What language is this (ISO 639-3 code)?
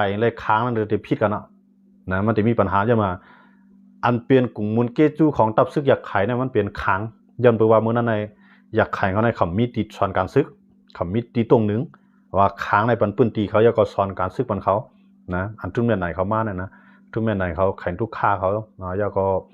shn